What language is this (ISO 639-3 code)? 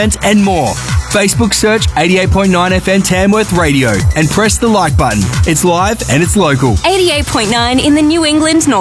eng